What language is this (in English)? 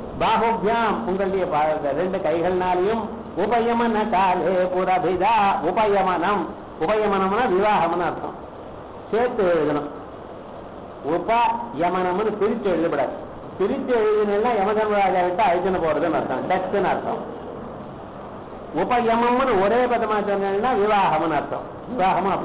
Tamil